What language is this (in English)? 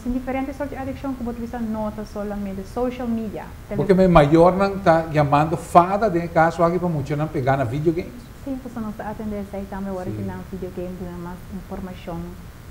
Papiamento